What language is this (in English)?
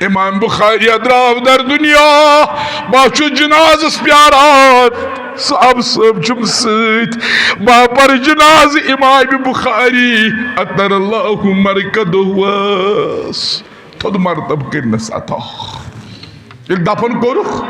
Kashmiri